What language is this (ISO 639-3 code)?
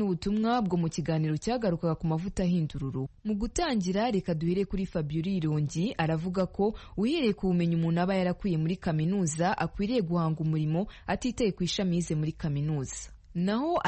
kin